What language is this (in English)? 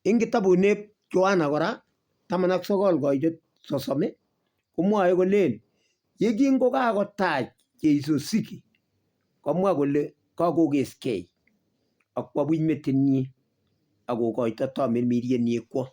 Kalenjin